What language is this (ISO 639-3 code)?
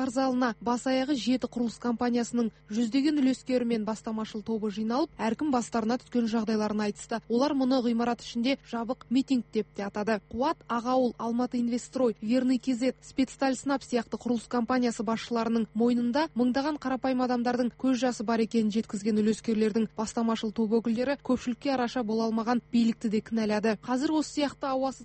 kaz